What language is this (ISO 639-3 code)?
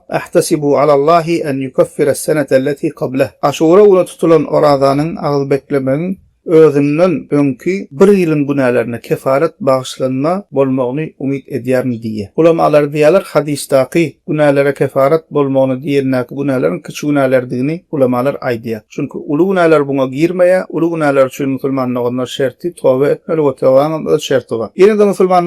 tuk